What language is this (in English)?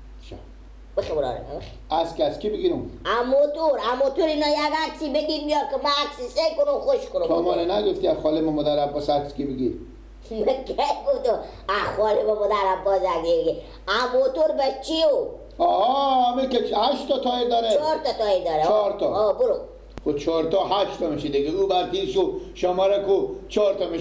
Persian